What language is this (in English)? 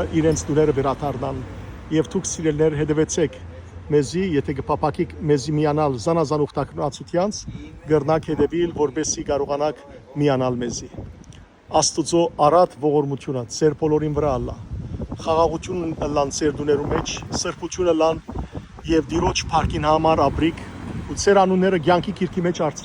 Western Armenian